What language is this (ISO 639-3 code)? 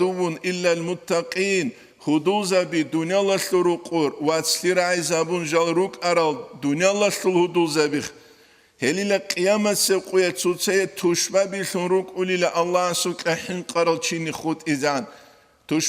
ava